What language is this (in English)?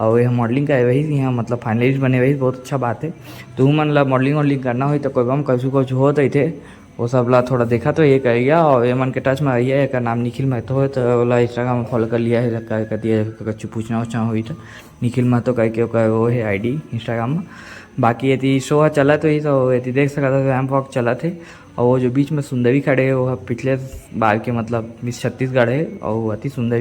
Chhattisgarhi